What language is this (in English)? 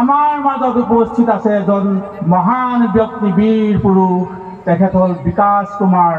Assamese